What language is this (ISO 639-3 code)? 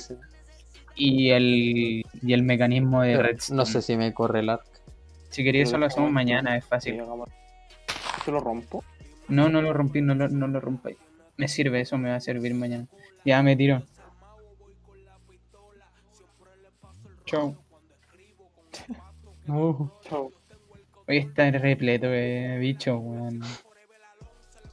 spa